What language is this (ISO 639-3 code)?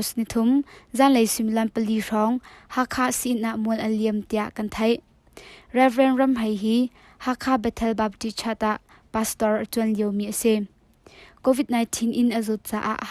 cnh